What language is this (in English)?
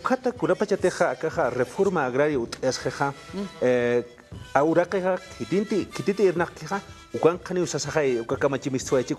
Aymara